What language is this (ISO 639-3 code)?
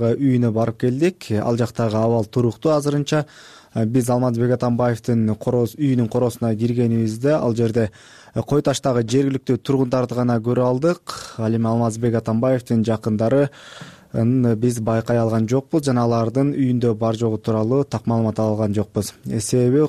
kir